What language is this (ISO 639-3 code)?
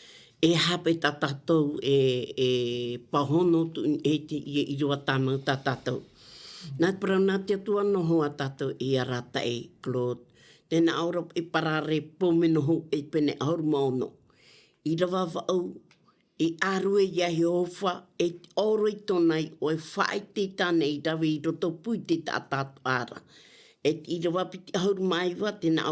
tah